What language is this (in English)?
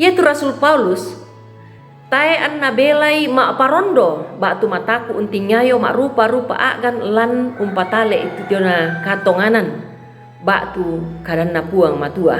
Toraja-Sa'dan